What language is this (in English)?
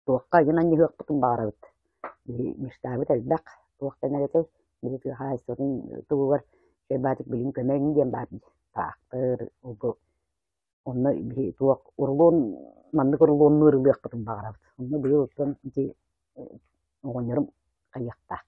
Yakut